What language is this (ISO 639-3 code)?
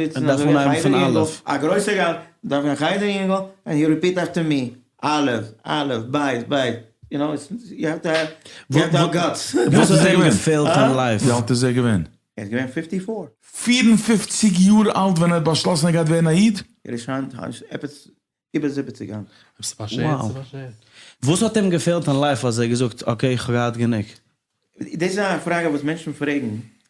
yid